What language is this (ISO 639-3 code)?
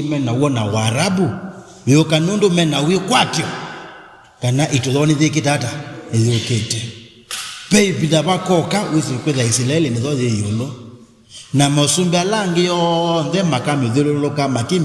kam